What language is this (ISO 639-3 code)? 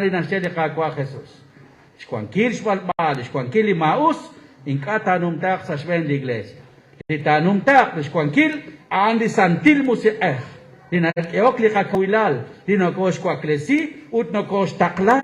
kek